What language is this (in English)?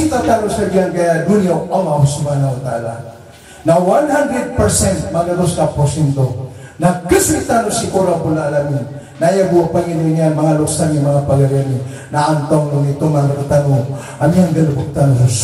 Maranao